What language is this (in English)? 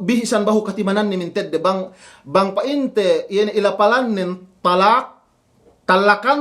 Yakan